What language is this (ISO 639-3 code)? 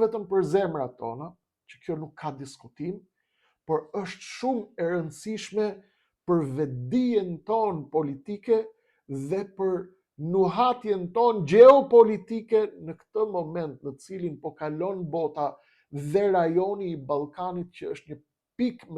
sqi